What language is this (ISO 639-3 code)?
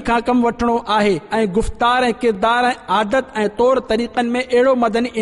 snd